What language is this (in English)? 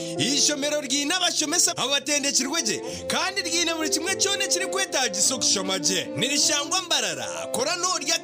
Nyankole